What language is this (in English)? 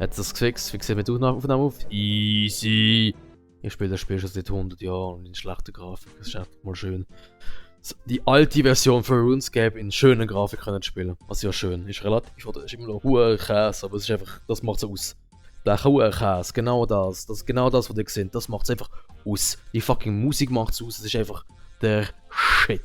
Swiss German